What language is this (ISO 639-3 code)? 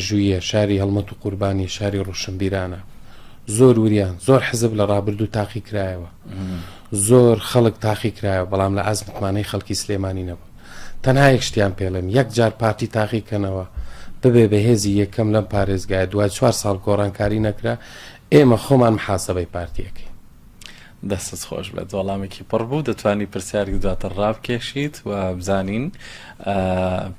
ckb